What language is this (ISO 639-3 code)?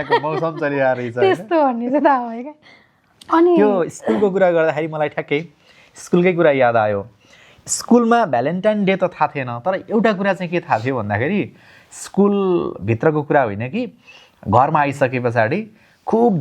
nep